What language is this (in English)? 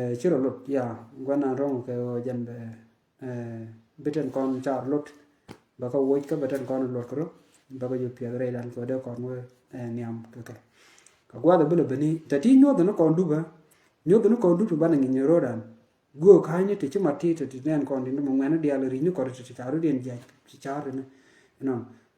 Nuer